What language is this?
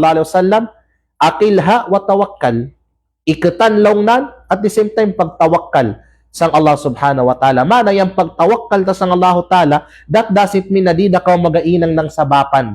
Kalagan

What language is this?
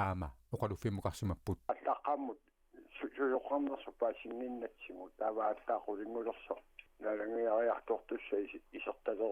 Kalaallisut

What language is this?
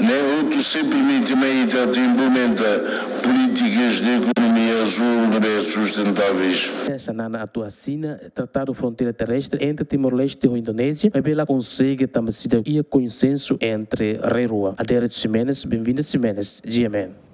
Tetum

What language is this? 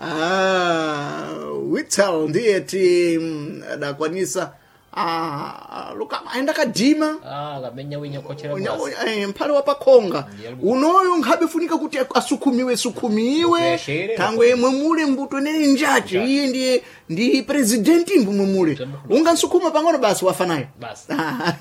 Sena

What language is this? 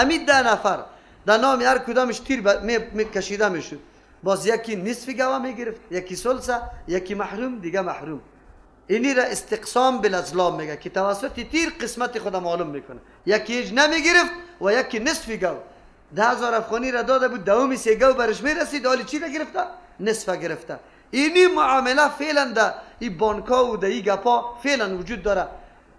Persian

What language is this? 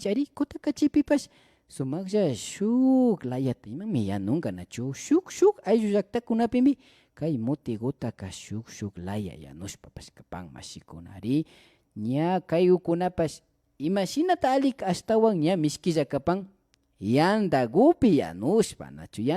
Imbabura Highland Quichua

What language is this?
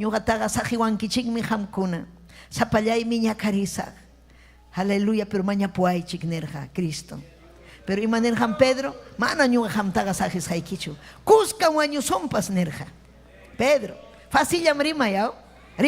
Ayacucho Quechua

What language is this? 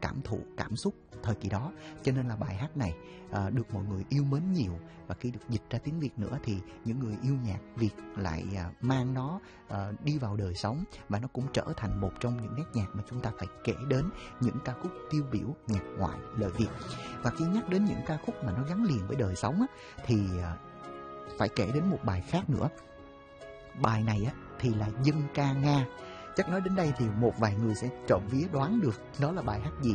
Vietnamese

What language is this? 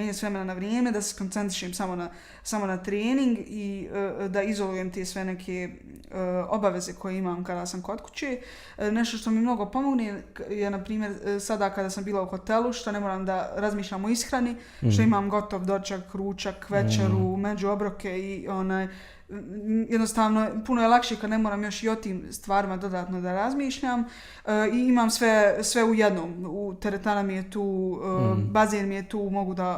Bosnian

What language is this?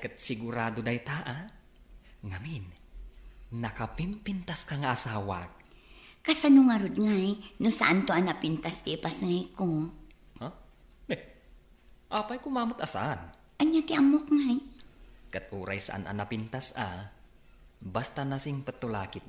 Iloko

